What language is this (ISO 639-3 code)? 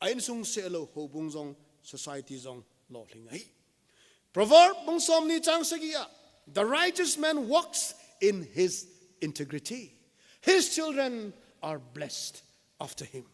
tcz